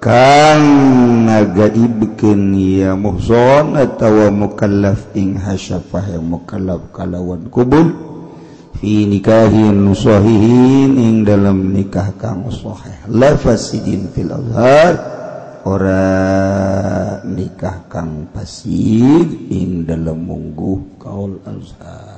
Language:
Sundanese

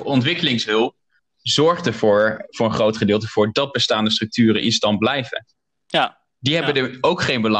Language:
Dutch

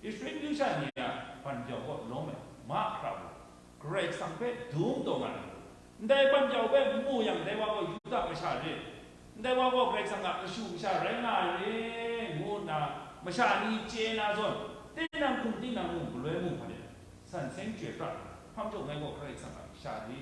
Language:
Kachin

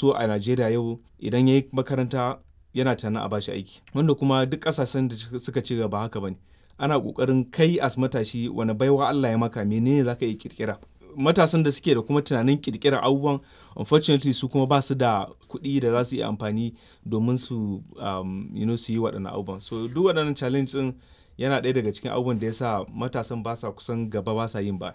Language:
Hausa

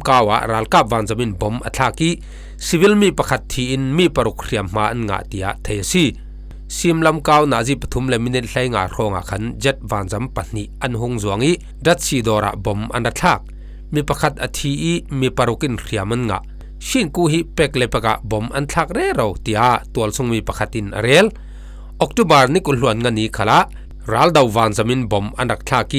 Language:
Falam Chin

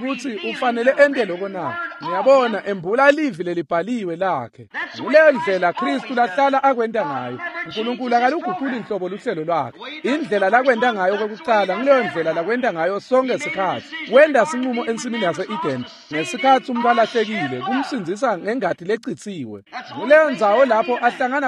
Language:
Swati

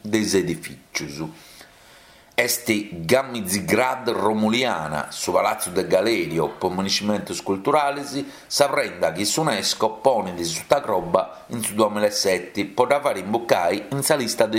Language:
Sardinian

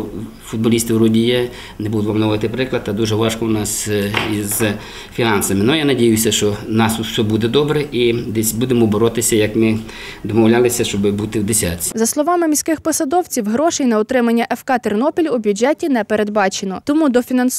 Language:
Ukrainian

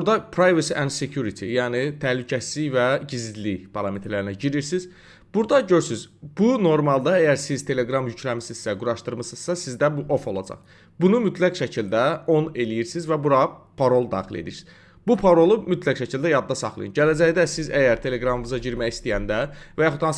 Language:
Azerbaijani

